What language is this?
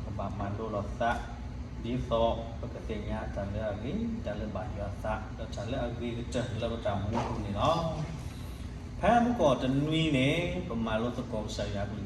S'gaw Karen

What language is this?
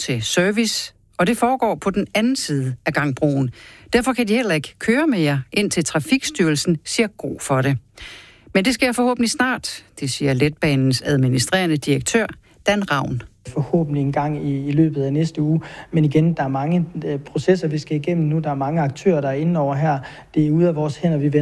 Danish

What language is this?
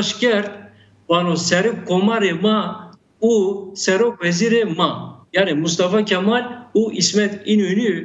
Zaza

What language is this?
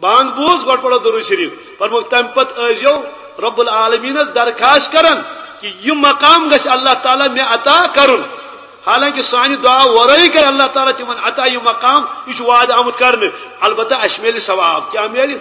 Kashmiri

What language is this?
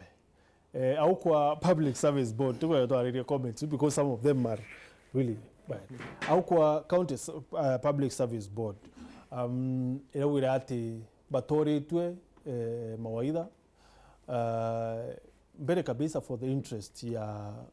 Meru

